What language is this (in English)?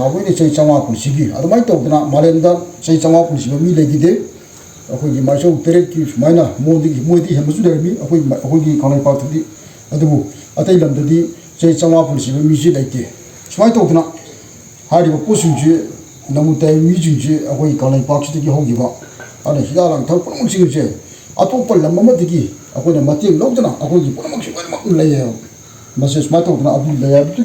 Manipuri